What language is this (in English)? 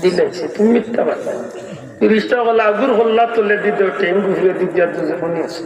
Sylheti